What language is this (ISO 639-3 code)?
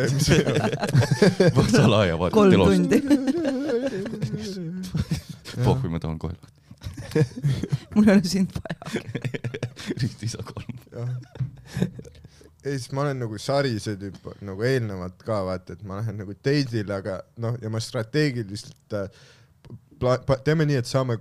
est